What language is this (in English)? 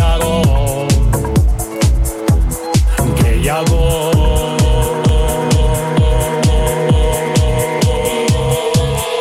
Basque